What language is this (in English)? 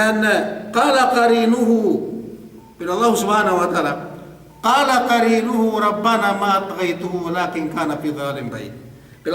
Yakan